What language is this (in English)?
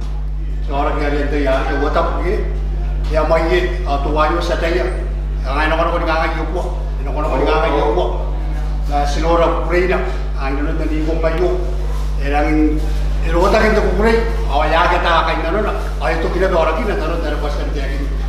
Gilbertese